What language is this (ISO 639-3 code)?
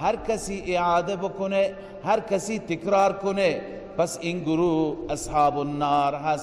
fas